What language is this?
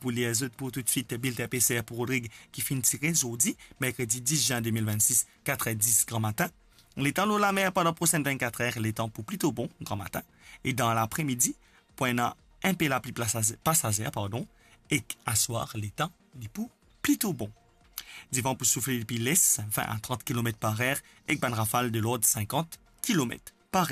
Morisyen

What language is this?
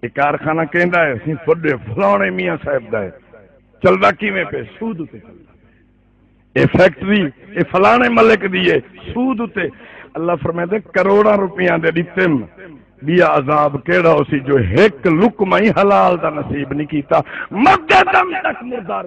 Saraiki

